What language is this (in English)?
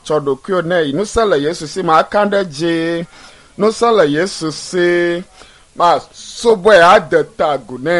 Ewe